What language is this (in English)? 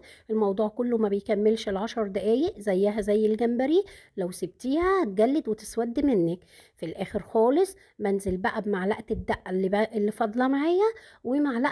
Egyptian Arabic